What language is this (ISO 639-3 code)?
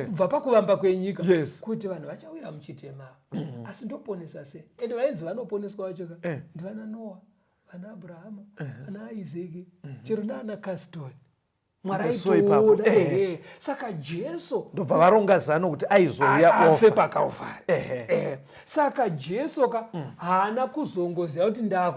sna